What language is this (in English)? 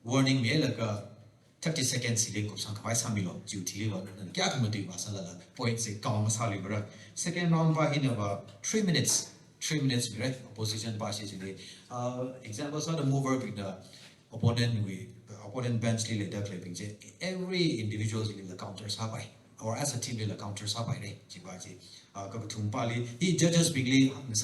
Tangkhul Naga (India)